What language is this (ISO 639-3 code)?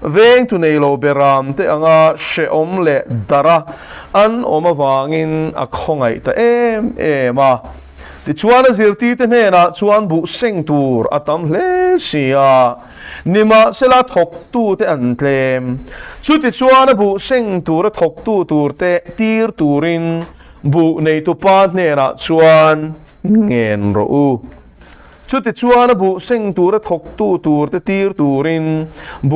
lus